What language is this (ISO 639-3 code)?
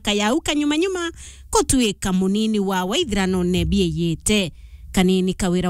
mer